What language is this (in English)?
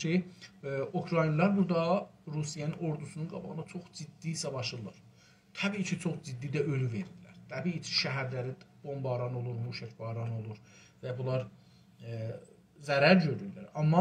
South Azerbaijani